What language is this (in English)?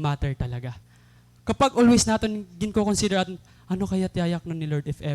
Waray